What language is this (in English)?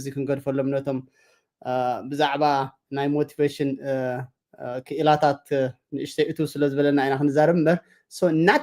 Tigrinya